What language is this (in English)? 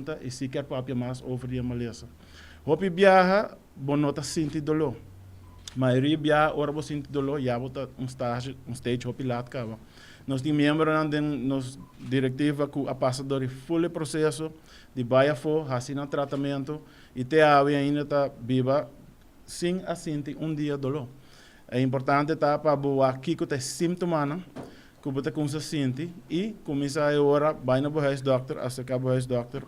Papiamento